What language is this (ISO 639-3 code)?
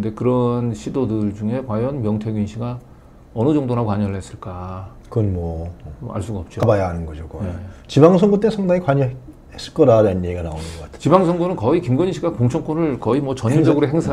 kor